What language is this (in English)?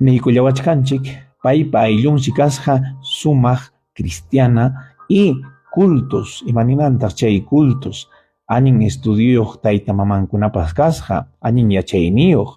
Ayacucho Quechua